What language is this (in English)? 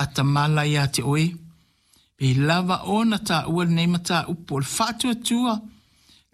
Samoan